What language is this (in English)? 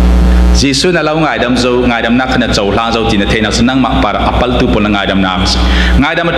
Falam Chin